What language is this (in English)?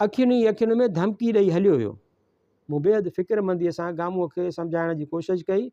Sindhi